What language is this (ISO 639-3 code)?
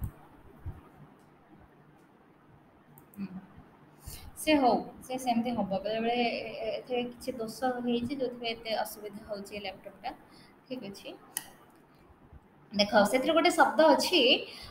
ori